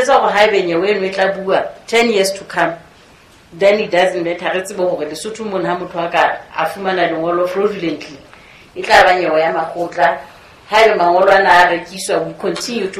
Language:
Southern Sotho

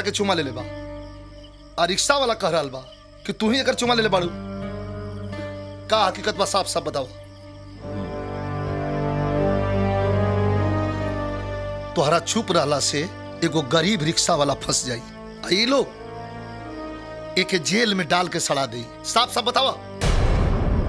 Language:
Bhojpuri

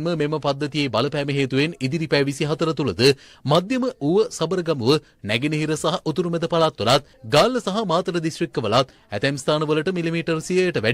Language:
Sinhala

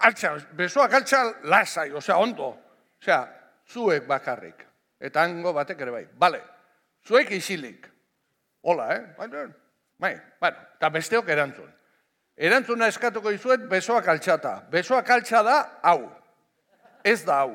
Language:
Basque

